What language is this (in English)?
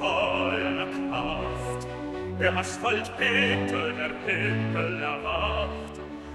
Bavarian